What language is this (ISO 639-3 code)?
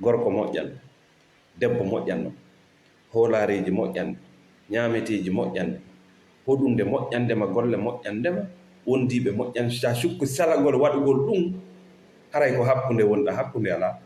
ful